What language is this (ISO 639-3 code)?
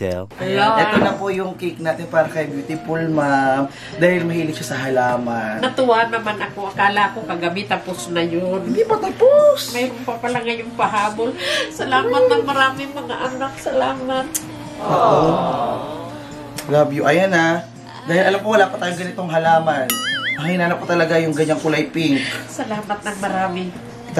fil